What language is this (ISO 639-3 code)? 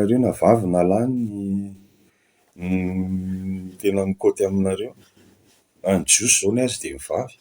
mlg